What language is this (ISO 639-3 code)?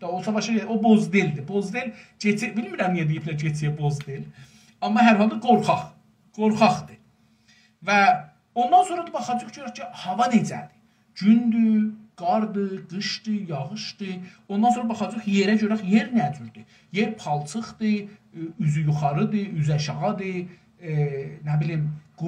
azb